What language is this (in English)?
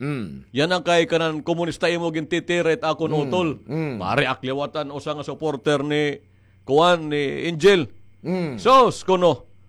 Waray